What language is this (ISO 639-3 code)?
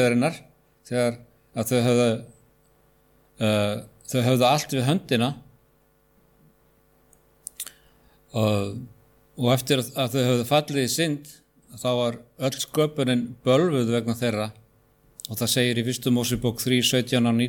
isl